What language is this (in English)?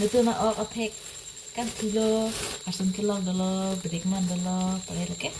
Karbi